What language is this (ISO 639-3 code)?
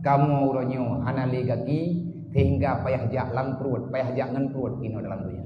ace